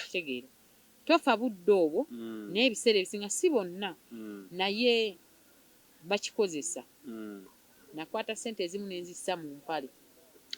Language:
Ganda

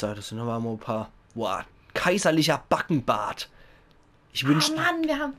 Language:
Palatine German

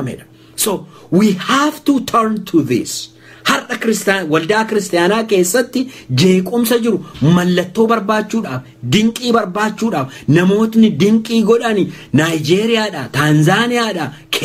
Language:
Oromo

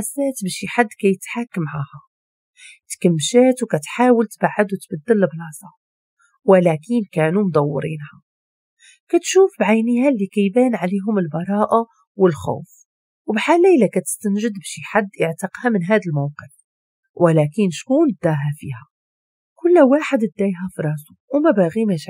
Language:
Moroccan Arabic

